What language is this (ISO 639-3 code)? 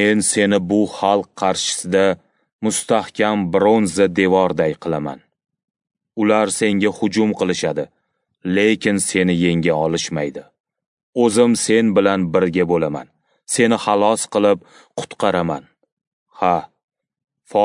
uzb